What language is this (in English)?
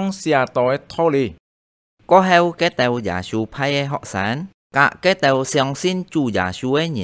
Hakka Chinese